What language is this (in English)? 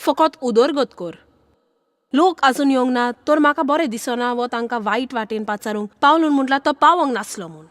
Konkani